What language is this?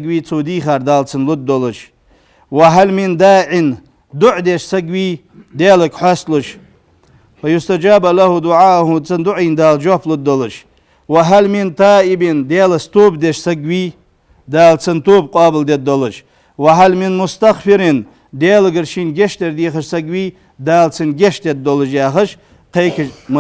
Ingush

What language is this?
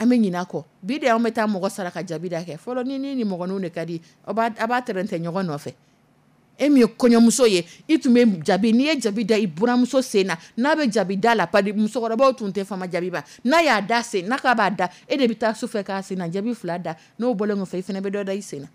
Dyula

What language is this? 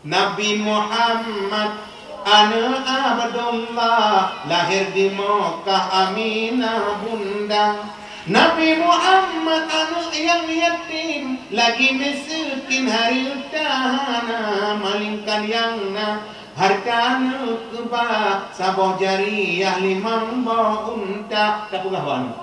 Achinese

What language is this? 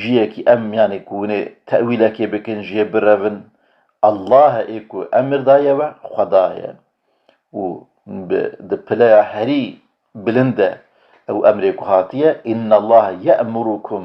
Kurdish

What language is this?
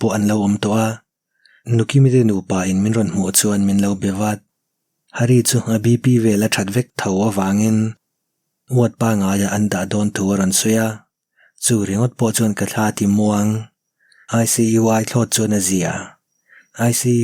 Mizo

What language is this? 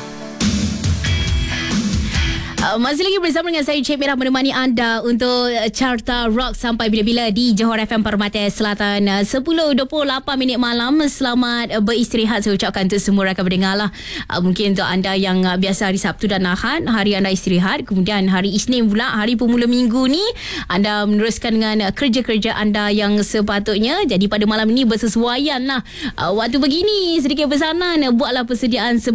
Malay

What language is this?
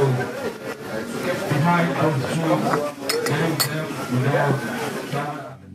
Kinyarwanda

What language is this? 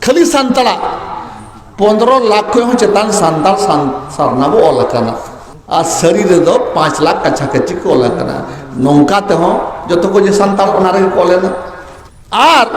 Santali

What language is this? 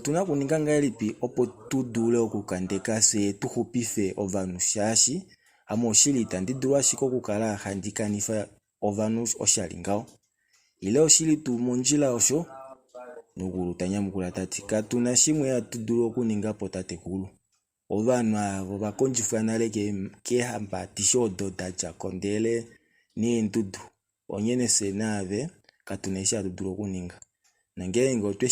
Kuanyama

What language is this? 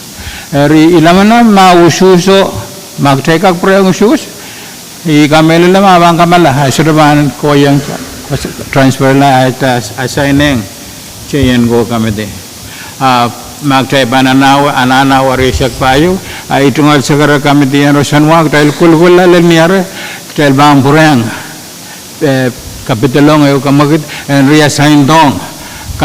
Pohnpeian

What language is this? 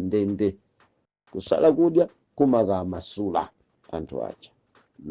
Nyanja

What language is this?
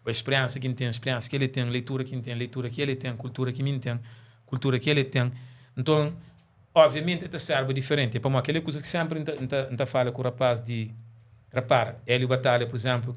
Kabuverdianu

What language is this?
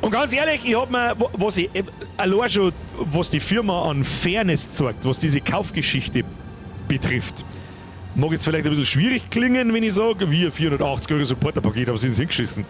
Bavarian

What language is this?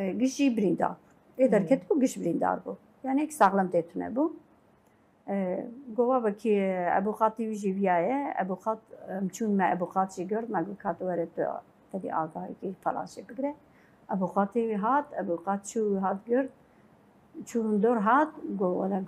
Kurdish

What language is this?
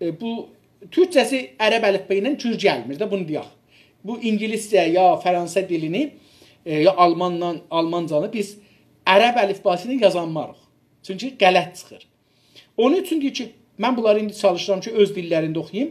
South Azerbaijani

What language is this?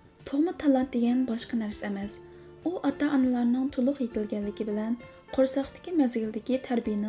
Uyghur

